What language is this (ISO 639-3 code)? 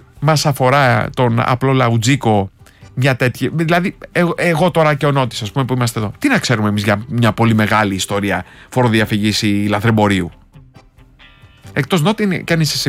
ell